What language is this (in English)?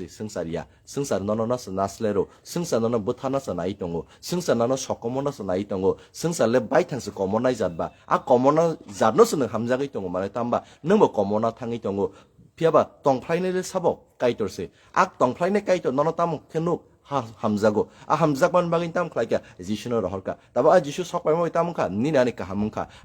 Kok Borok